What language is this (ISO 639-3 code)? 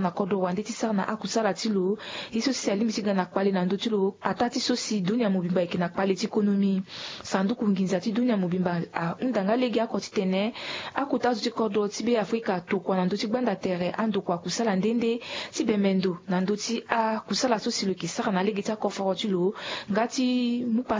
sag